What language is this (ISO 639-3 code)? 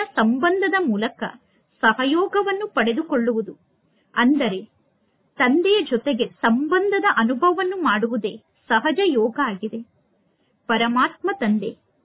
kan